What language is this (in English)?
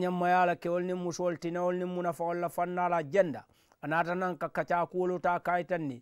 Mandingo